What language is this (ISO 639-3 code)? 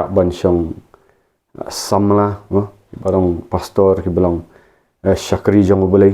kha